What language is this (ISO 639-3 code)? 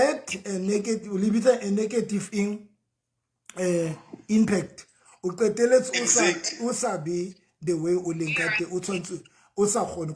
sot